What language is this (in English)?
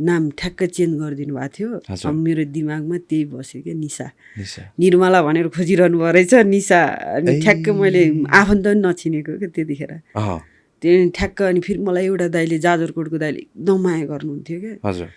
Nepali